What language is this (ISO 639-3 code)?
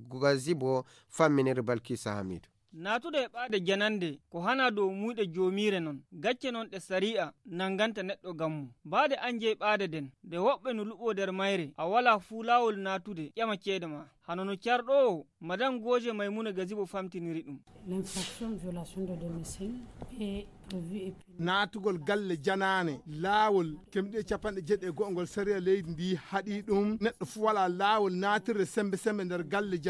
ful